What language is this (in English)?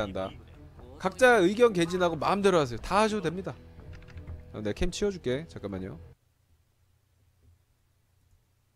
Korean